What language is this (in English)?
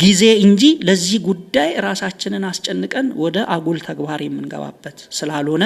Amharic